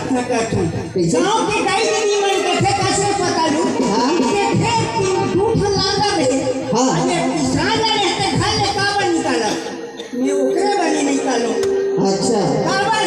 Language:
Chhattisgarhi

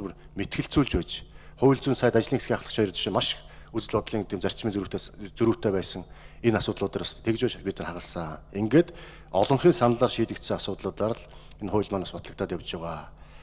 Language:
Mongolian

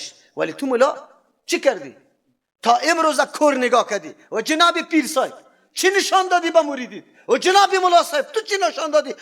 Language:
Persian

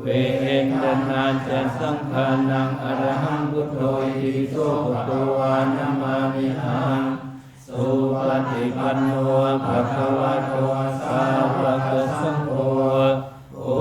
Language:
Pali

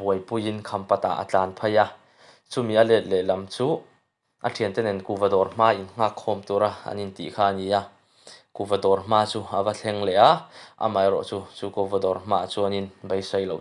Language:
Mizo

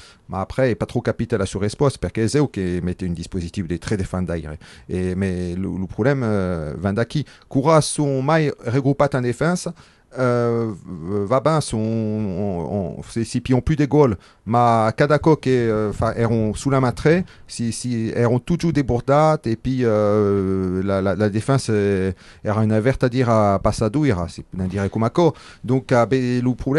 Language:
Occitan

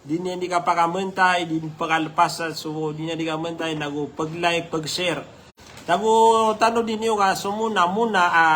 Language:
Maranao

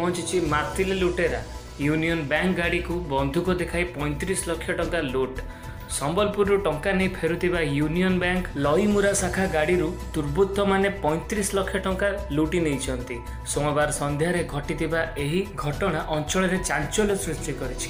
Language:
Odia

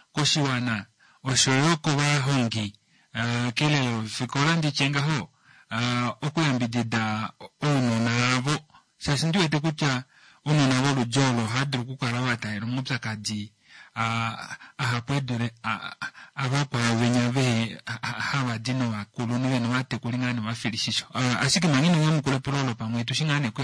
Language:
Kuanyama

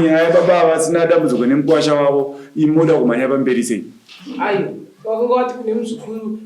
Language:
Shona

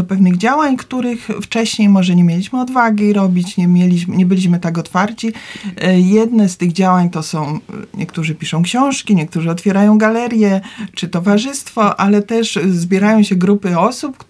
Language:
Polish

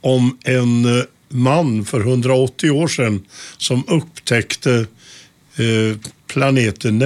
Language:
Swedish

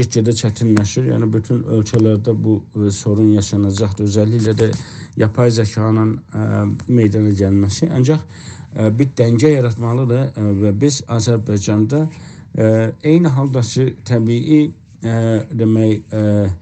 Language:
South Azerbaijani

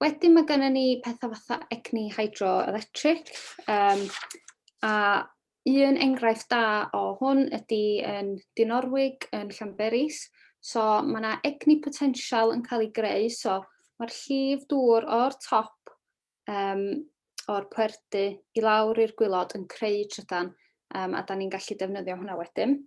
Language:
Welsh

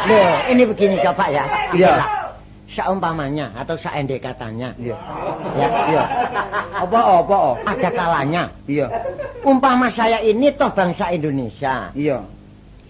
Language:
Javanese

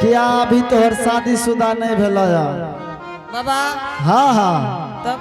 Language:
Angika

